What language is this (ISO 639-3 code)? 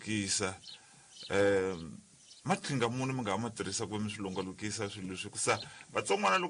tso